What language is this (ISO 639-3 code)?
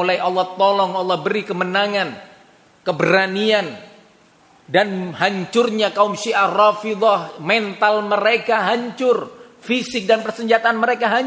ind